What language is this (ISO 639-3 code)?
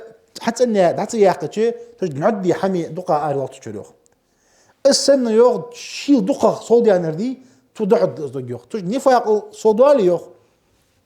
inh